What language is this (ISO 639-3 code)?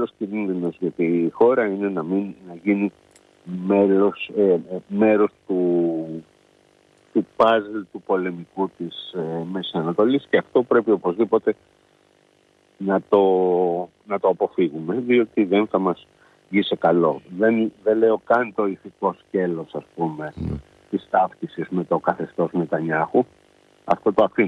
ell